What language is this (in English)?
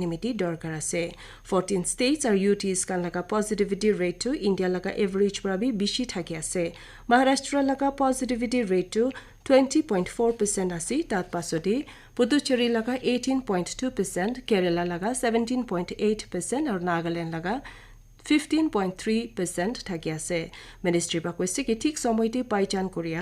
Naga Pidgin